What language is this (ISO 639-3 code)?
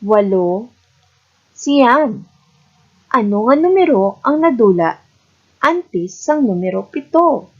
hil